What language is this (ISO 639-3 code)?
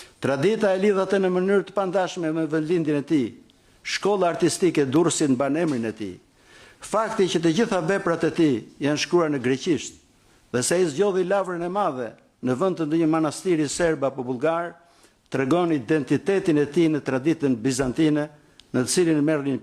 sqi